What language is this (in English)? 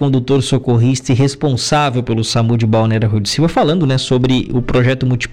Portuguese